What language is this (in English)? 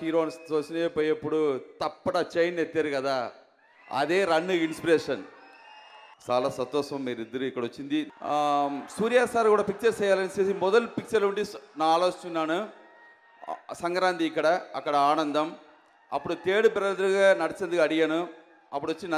Telugu